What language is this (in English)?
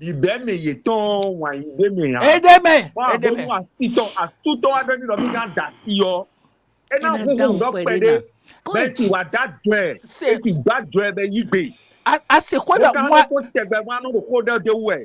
Fon